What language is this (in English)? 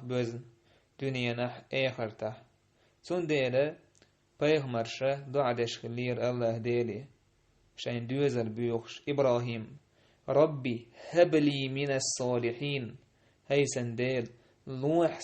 Chechen